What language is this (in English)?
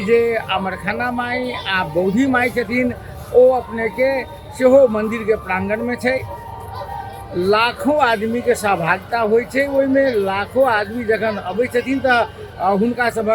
Maithili